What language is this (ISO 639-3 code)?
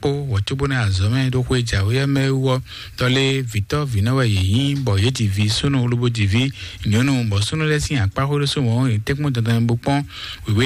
fon